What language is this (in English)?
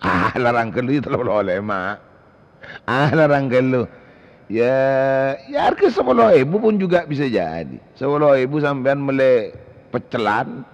Madurese